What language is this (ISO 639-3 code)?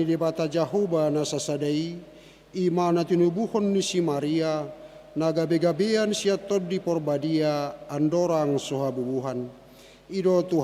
bbc